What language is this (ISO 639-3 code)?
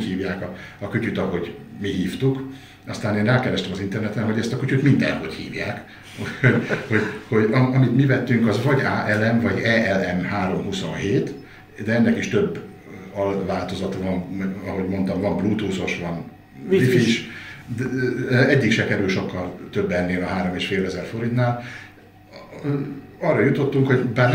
hun